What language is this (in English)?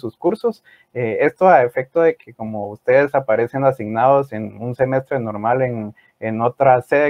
Spanish